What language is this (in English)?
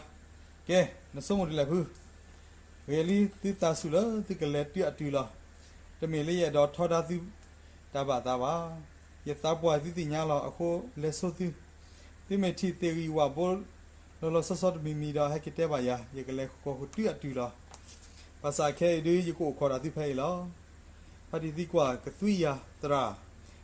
S'gaw Karen